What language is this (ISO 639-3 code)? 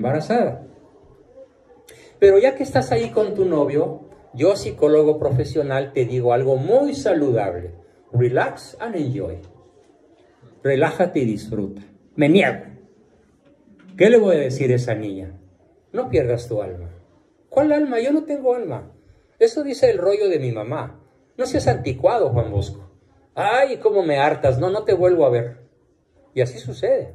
spa